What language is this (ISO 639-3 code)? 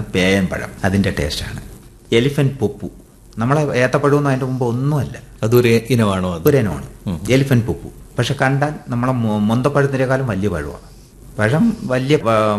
mal